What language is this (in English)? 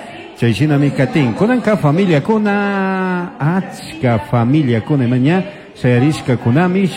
Chimborazo Highland Quichua